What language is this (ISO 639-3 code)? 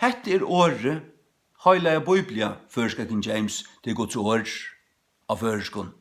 fao